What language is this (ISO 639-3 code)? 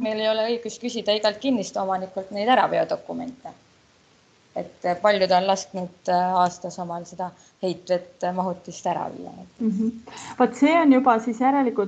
est